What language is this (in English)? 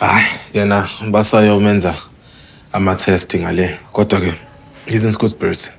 Zulu